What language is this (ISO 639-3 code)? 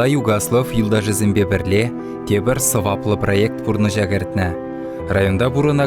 chv